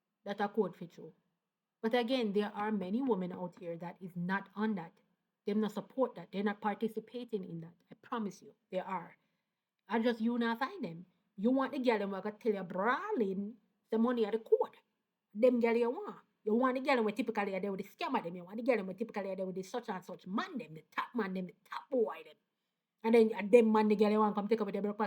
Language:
Jamaican Creole English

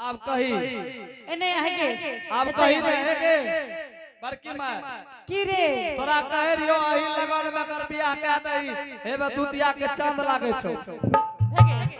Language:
Angika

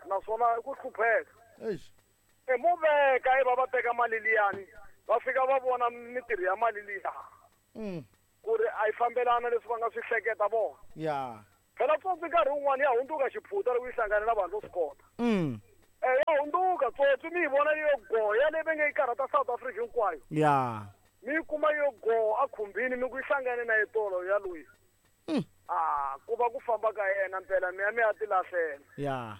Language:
Tsonga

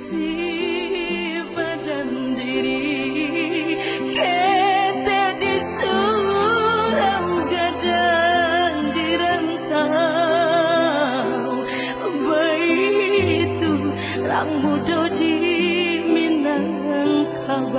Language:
Minangkabau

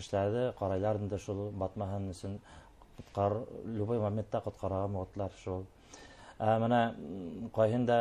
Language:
Bashkir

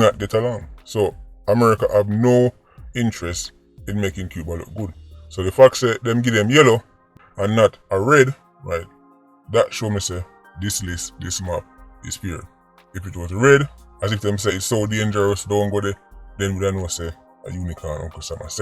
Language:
Jamaican Creole English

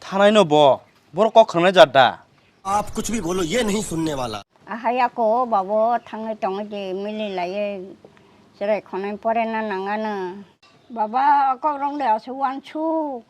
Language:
Kok Borok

